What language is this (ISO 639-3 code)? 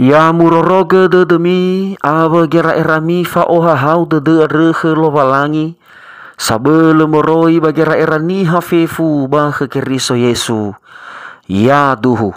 nia